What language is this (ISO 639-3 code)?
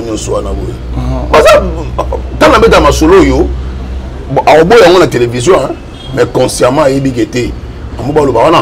lin